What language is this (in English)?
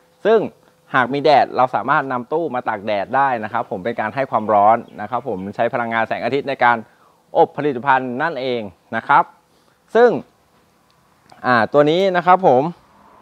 Thai